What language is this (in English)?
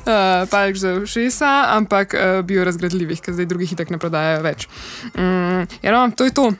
Slovenian